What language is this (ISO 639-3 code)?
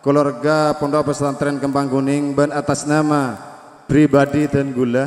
mad